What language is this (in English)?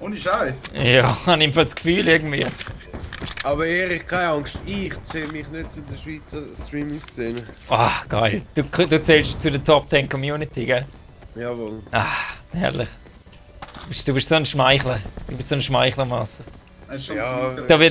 Swiss German